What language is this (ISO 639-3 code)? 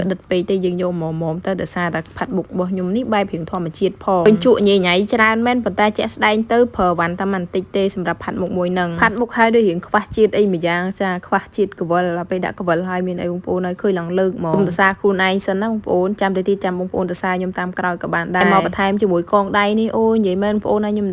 khm